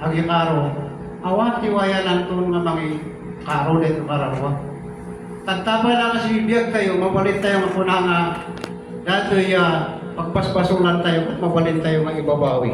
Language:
Iloko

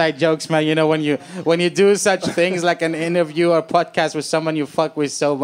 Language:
English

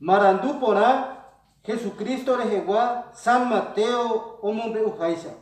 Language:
Guarani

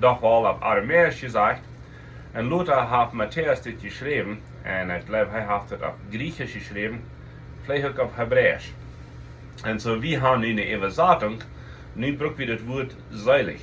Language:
Plautdietsch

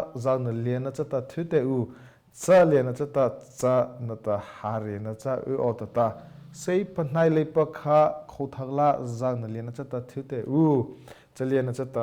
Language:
Mara Chin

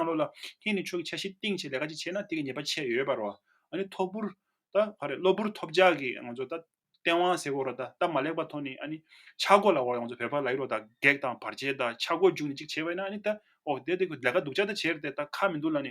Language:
Tibetan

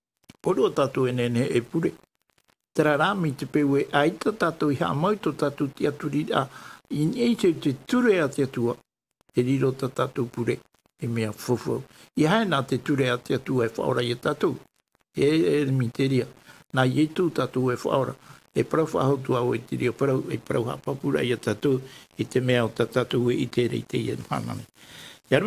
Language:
Tahitian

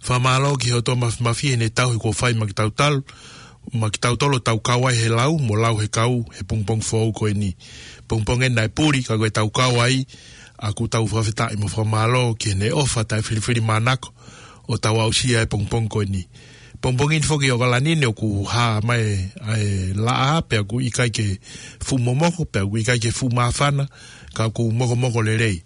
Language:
Tongan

